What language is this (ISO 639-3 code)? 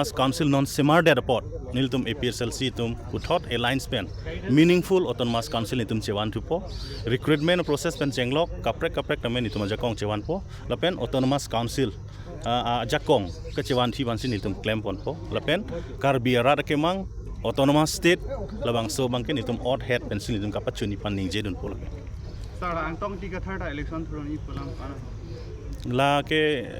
mjw